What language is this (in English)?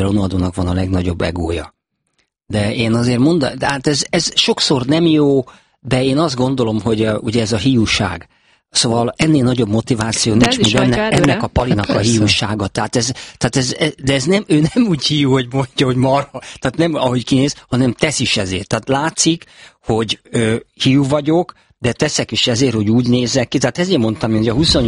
Hungarian